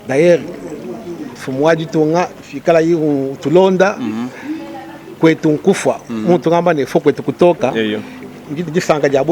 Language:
Luba-Lulua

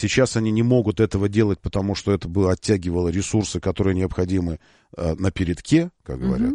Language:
Russian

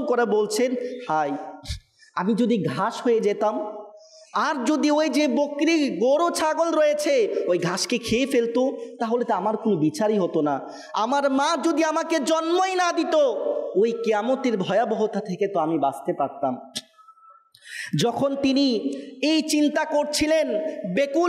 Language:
Bangla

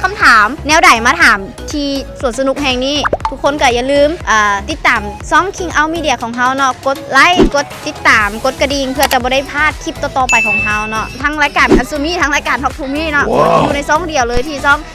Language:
Lao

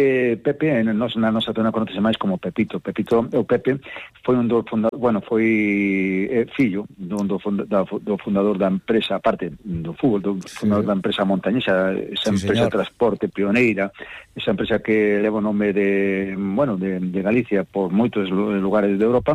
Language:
Galician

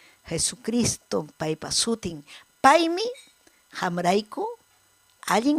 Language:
Ayacucho Quechua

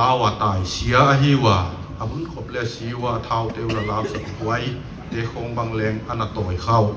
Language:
Paite Chin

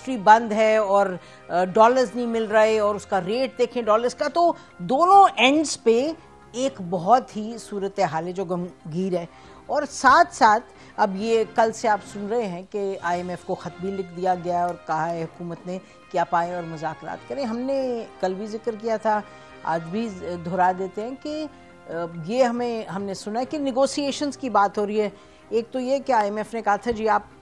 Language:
Urdu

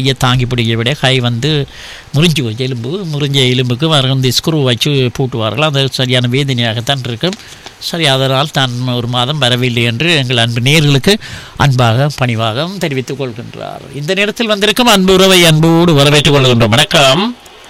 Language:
Tamil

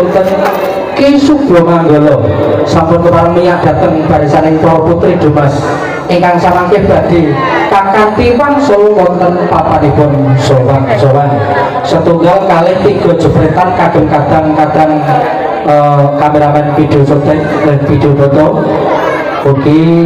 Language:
Javanese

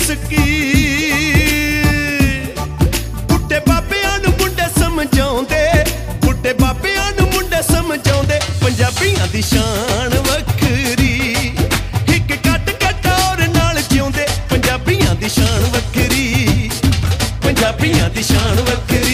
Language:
Punjabi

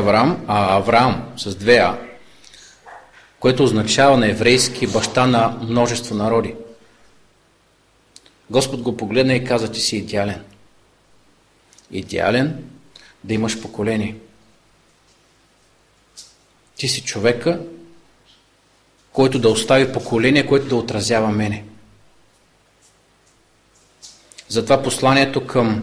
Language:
Bulgarian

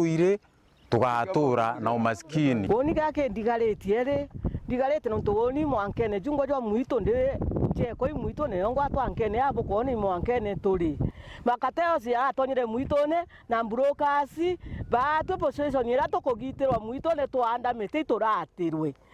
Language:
Meru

